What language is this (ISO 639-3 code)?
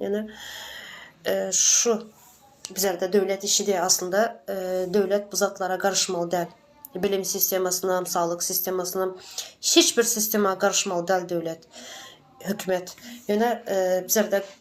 tuk